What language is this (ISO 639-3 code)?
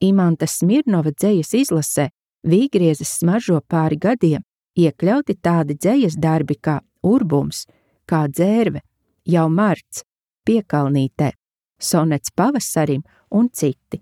lav